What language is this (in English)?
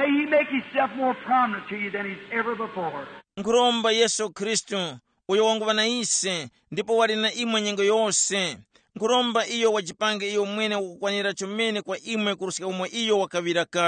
Tumbuka